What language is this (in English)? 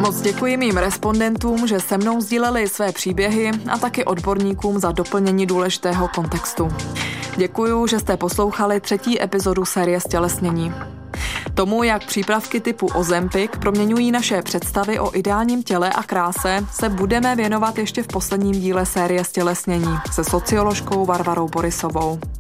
Czech